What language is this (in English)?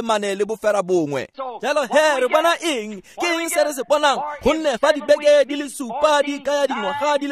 Tswana